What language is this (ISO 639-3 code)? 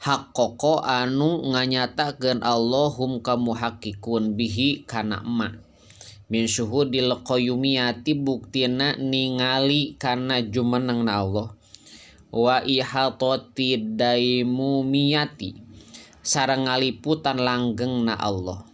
sun